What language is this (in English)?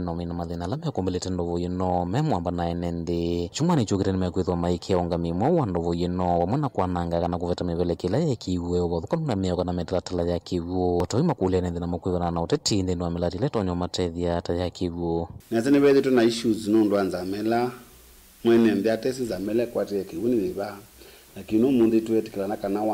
Kamba